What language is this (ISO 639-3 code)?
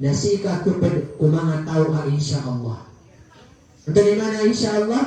mrw